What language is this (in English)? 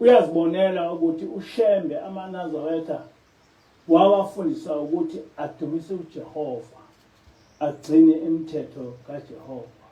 Zulu